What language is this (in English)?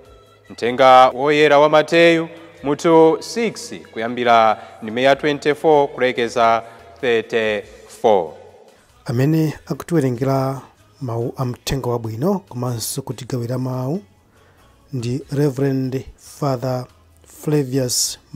Nyanja